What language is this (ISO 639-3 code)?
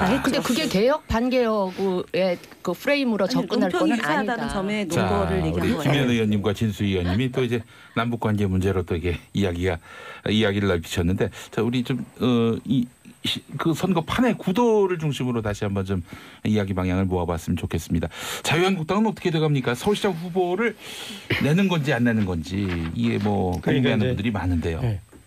kor